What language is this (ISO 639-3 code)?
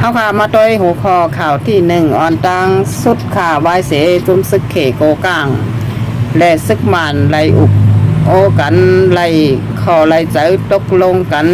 shn